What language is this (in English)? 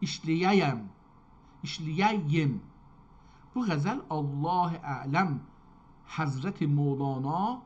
South Azerbaijani